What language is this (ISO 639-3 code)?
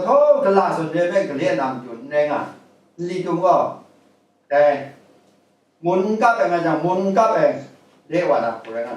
kac